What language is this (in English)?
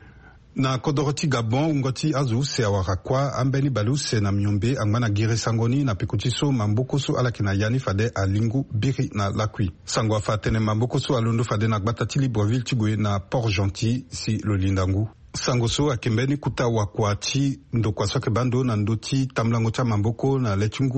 Sango